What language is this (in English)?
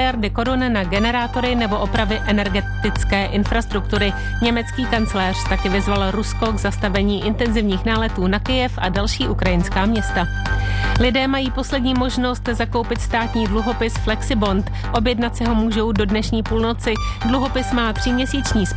Czech